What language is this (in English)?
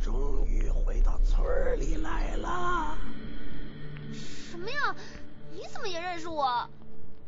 Chinese